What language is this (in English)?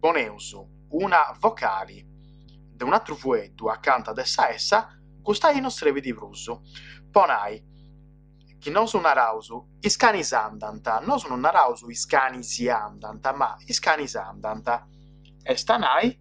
Sardinian